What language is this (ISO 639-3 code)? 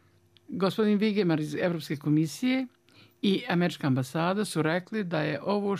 bos